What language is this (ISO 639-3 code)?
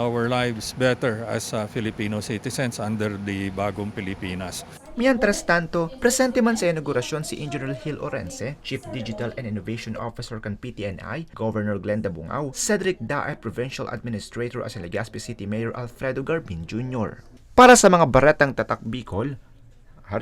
bik